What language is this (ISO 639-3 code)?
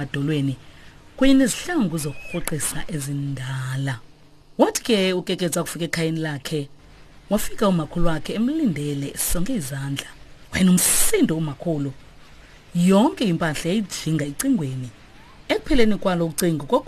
xho